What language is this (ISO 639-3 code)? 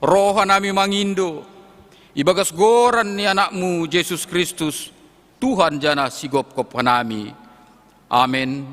bts